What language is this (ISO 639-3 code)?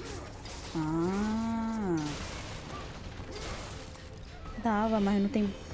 por